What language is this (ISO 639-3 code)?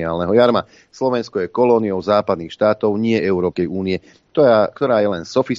slk